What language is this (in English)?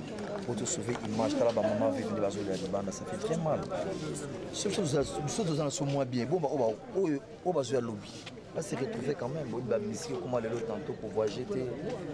Lingala